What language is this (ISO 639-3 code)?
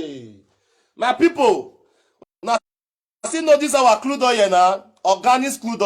pcm